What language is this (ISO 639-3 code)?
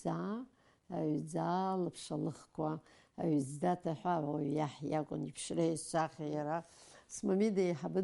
abk